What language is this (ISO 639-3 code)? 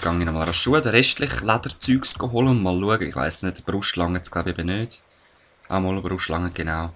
gsw